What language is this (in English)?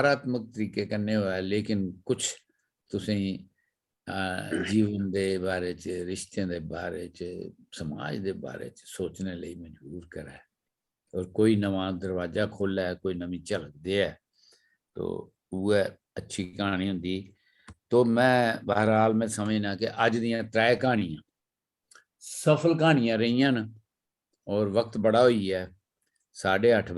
Dogri